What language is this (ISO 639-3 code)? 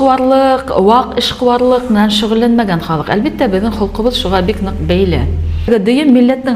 bak